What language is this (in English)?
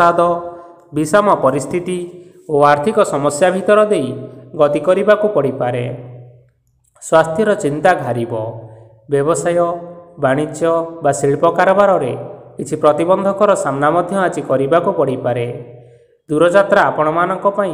Odia